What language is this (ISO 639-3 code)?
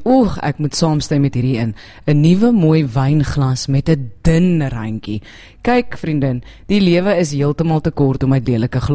afr